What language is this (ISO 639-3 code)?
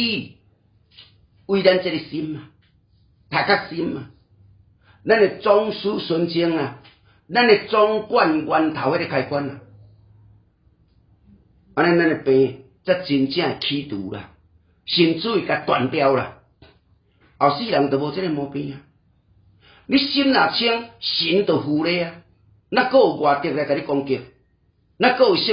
nan